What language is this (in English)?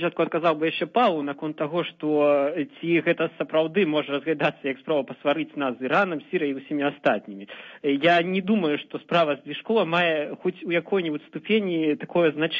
Belarusian